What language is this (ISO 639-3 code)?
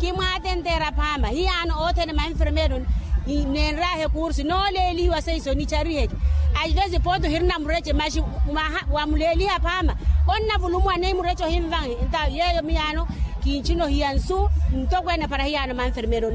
vmw